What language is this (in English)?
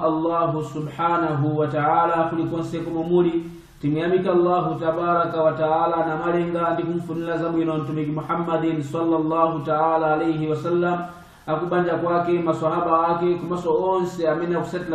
Nyanja